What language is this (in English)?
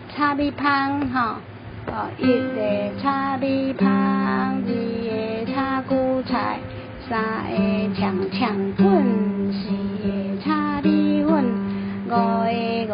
Min Nan Chinese